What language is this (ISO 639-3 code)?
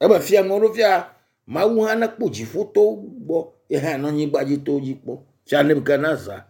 ewe